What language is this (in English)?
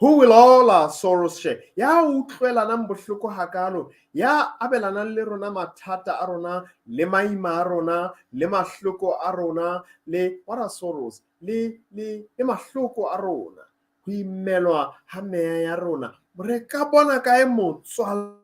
Southern Sotho